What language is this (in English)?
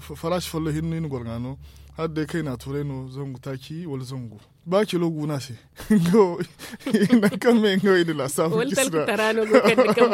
Zarma